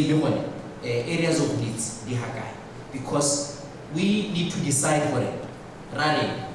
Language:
Tswana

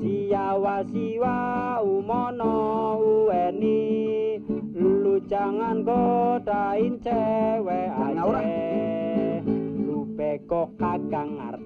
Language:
Betawi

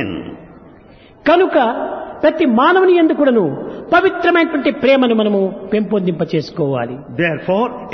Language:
Telugu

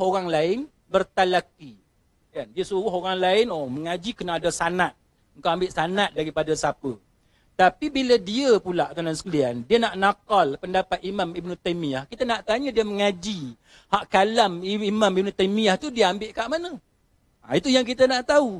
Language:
Malay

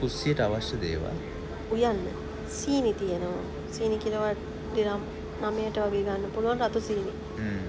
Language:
Sinhala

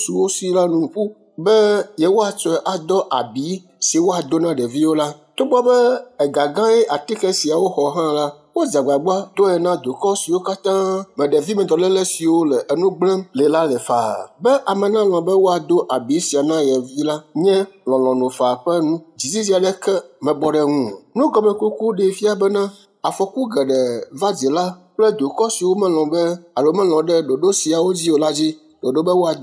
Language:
Ewe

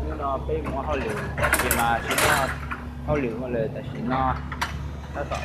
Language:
Hmong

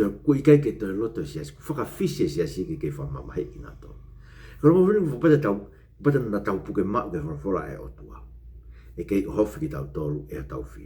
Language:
Tongan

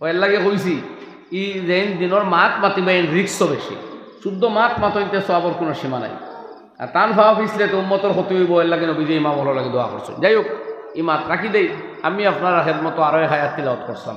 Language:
Sylheti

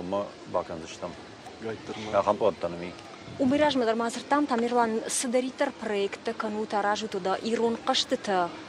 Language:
Ossetic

